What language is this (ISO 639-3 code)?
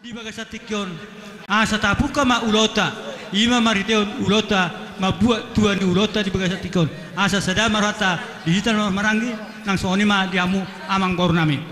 bbc